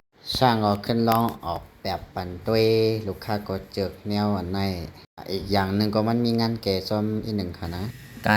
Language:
Shan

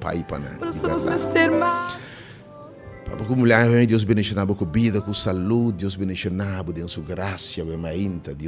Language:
Papiamento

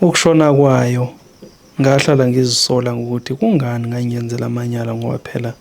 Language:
Zulu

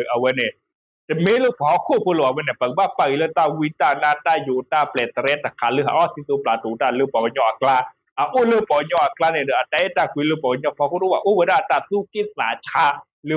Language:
S'gaw Karen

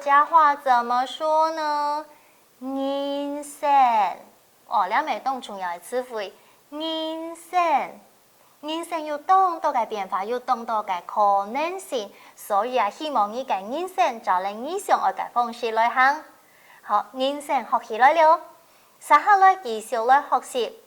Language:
Hakka Chinese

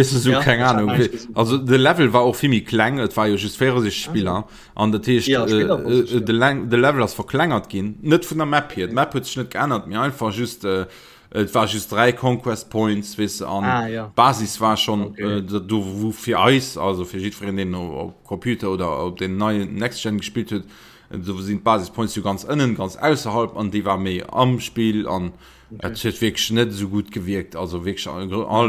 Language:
Luxembourgish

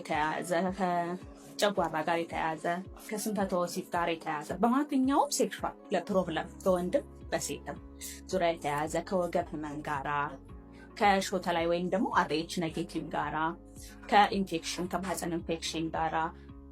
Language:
Amharic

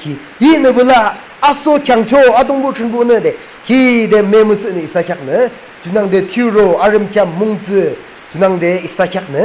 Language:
Yimchungru Naga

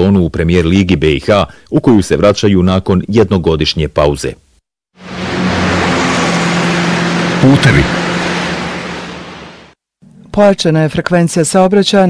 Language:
Bosnian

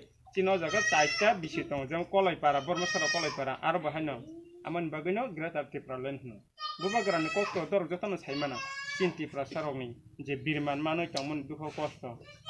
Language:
Kok Borok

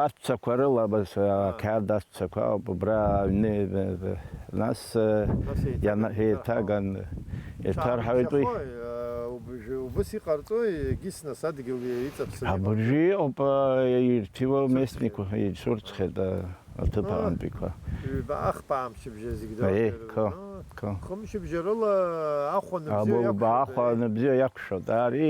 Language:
Abkhazian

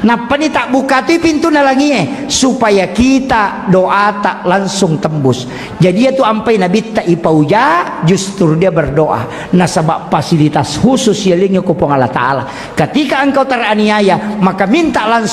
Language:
Buginese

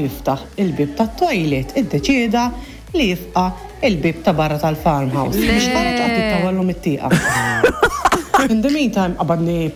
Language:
Maltese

